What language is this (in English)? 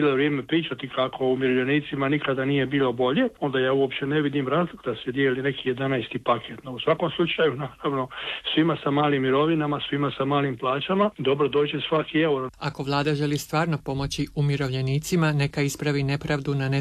Croatian